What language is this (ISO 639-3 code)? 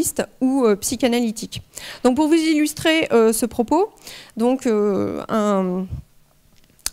fra